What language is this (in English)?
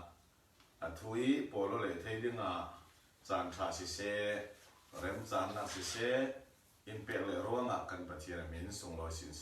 Falam Chin